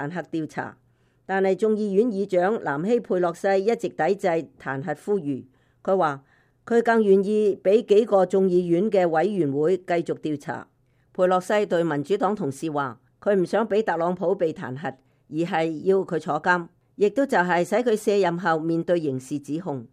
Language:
Cantonese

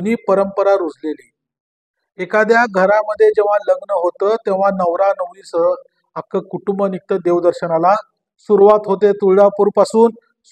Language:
Marathi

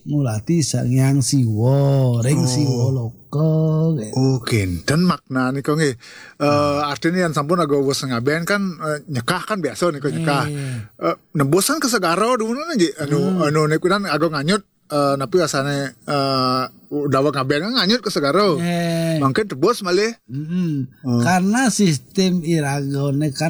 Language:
Balinese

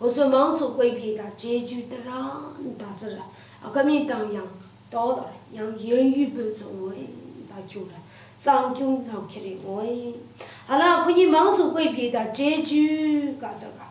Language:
Lashi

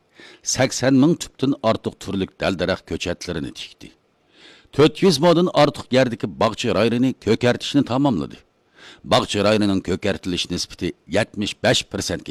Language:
Uyghur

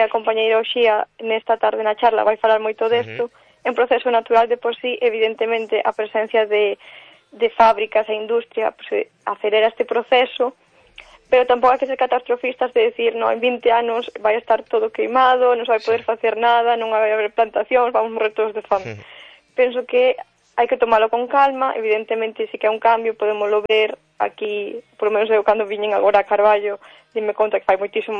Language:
Galician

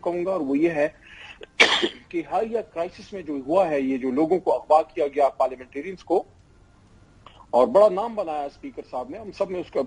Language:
Urdu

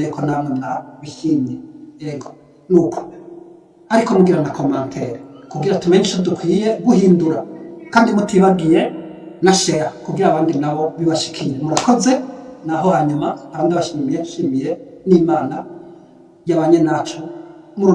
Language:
Rundi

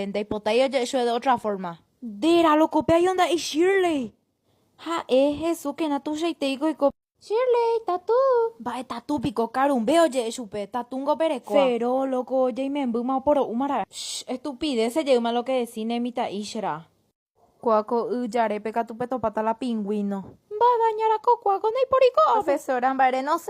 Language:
Guarani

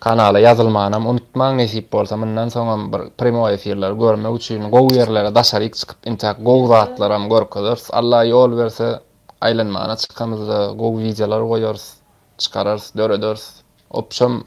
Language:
Turkmen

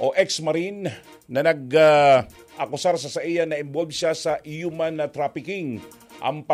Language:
Bikol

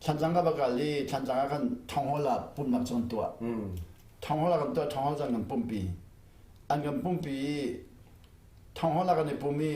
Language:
Hakha Chin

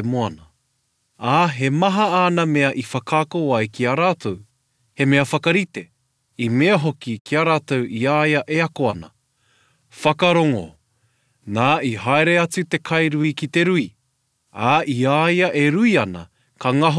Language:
Māori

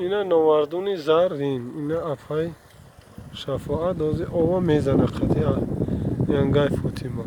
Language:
Tajik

